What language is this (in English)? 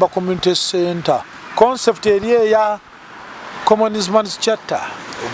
Ganda